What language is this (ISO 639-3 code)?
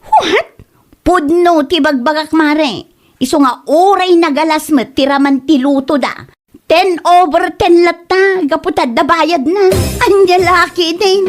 ilo